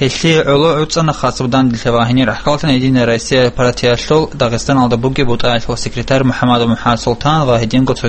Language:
Avaric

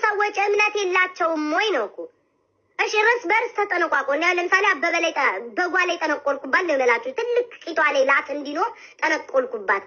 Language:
Amharic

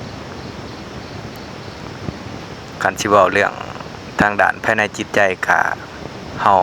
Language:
Lao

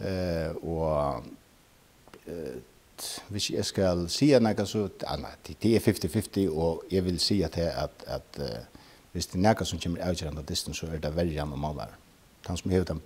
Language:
Faroese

